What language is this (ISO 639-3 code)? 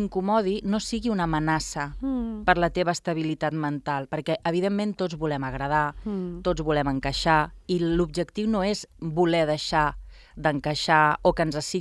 cat